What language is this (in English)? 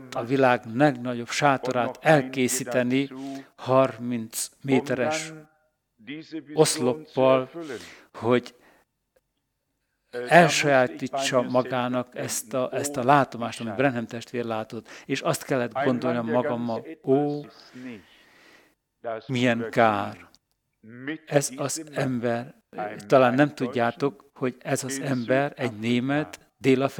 Hungarian